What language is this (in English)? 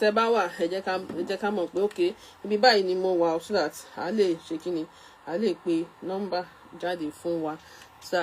Yoruba